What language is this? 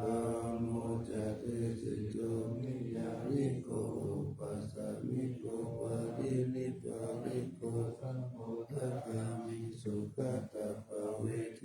Pali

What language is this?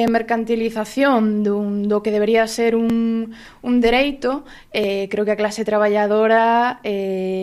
Galician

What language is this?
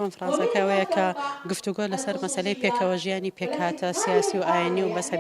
Central Kurdish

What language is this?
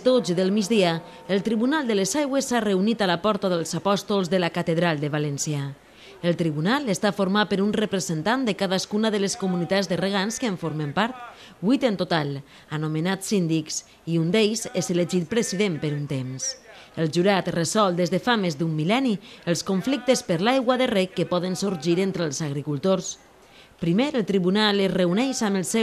Catalan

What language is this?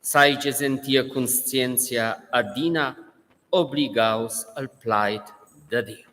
Romansh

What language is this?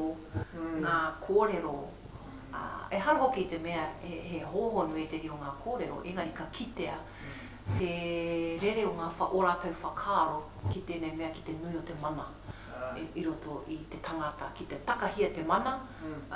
Māori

